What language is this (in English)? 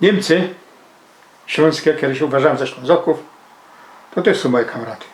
Silesian